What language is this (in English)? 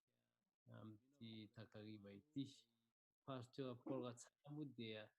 Malagasy